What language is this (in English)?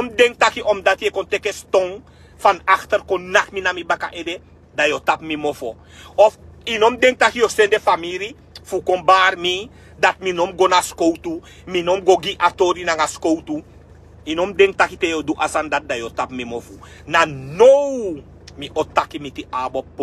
Sranan Tongo